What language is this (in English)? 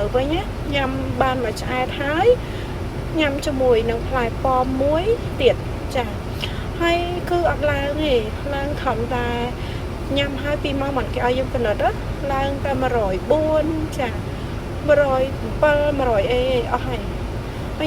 Khmer